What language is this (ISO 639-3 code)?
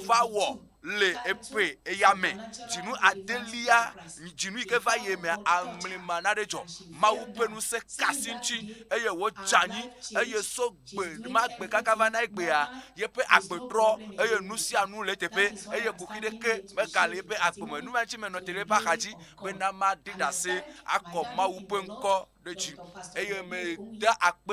ewe